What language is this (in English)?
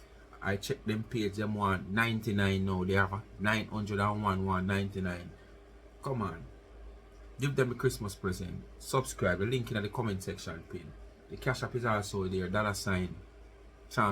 Jamaican Creole English